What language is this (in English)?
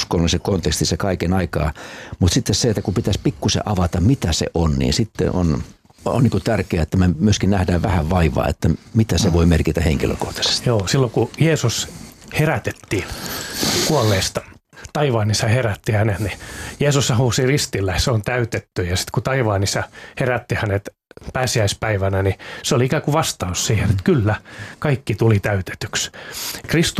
Finnish